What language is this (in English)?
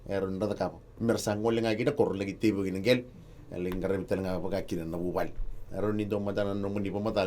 Fijian